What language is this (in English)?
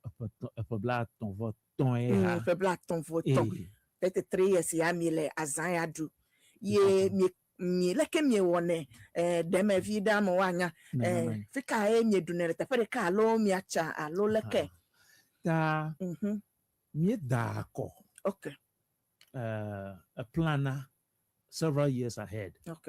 Ewe